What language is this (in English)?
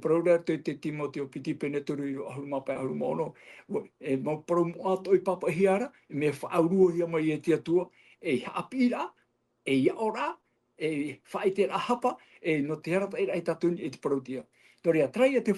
Tahitian